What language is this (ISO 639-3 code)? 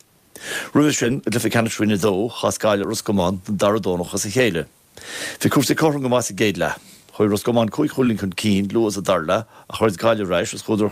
gle